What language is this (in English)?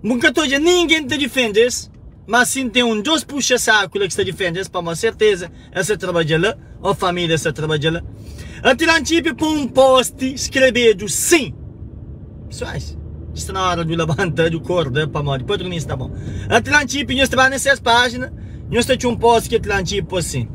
Kabuverdianu